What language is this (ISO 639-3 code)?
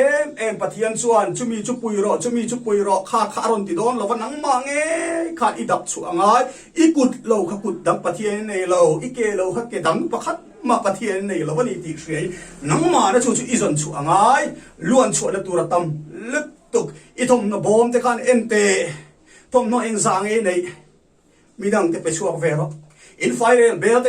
lus